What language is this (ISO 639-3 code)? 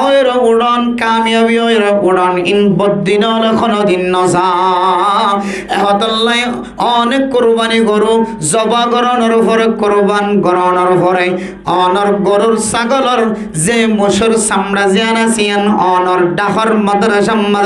rhg